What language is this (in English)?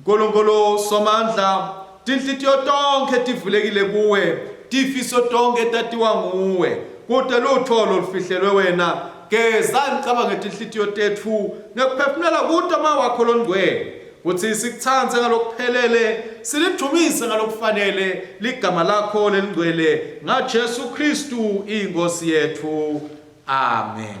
Swati